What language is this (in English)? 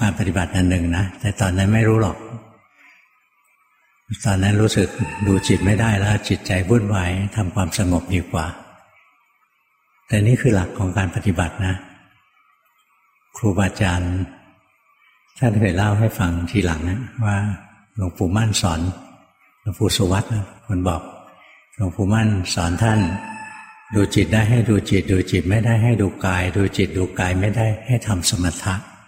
Thai